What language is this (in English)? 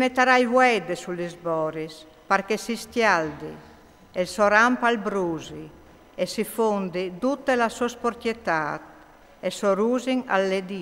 Friulian